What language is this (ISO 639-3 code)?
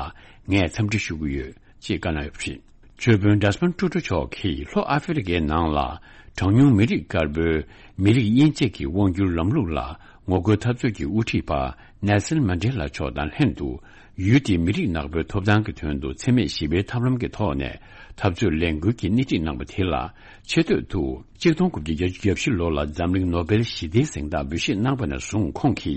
bod